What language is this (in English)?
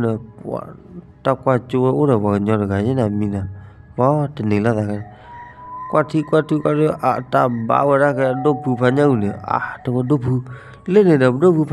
S'gaw Karen